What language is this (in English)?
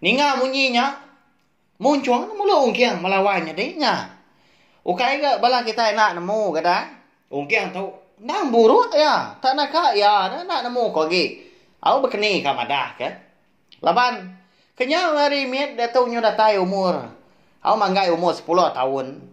Iban